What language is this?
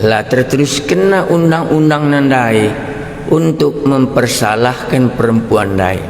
Batak Karo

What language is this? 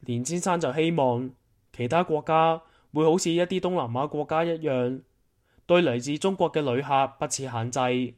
Cantonese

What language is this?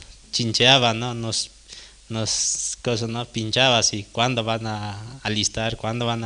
Aymara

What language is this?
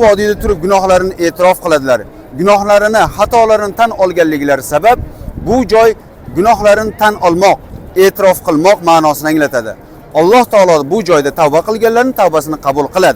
Uzbek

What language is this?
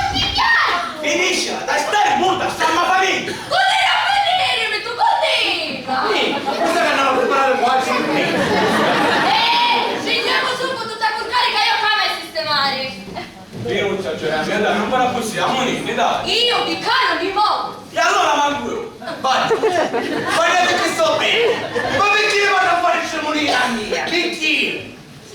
Sicilian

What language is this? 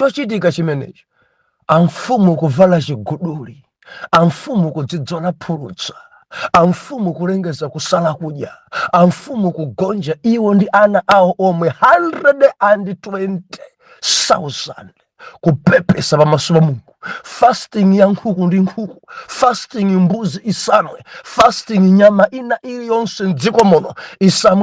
Nyanja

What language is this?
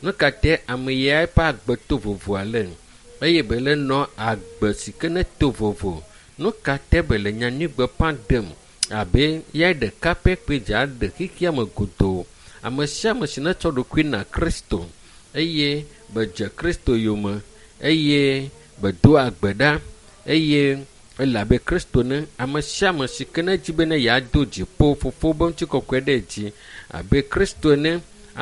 Ewe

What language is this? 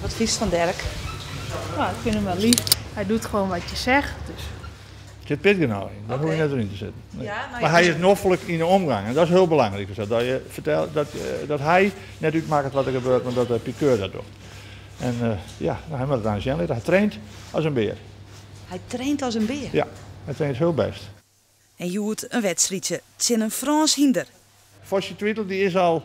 Western Frisian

